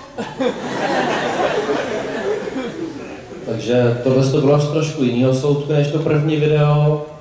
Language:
Czech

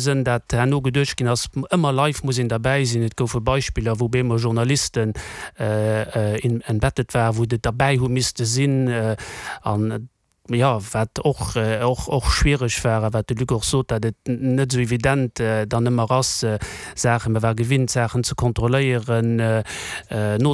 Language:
Luxembourgish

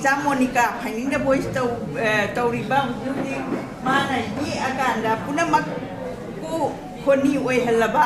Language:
Manipuri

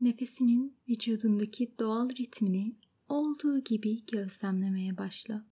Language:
Turkish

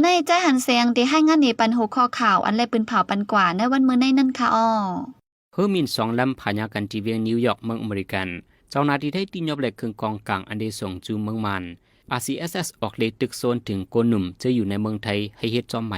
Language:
Shan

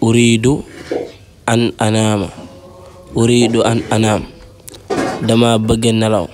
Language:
Wolof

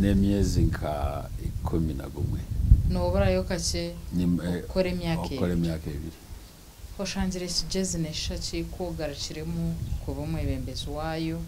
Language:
Nyankole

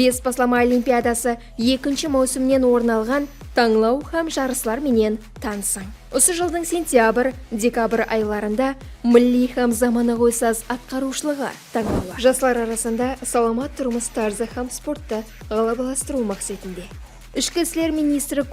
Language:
Kara-Kalpak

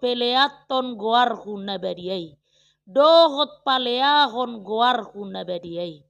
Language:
Batak Toba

